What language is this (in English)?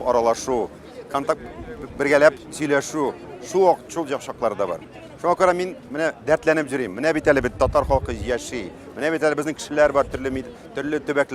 Tatar